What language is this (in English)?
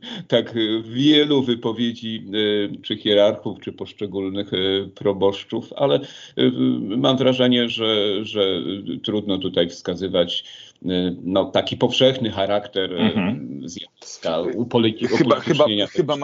Polish